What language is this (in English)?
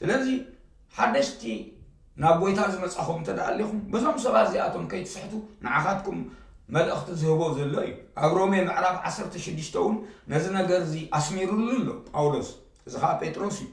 Tigrinya